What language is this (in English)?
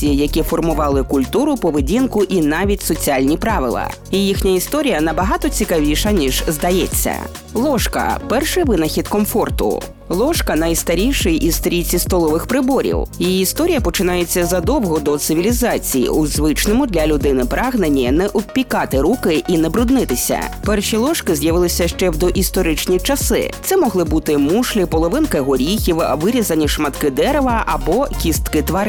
Ukrainian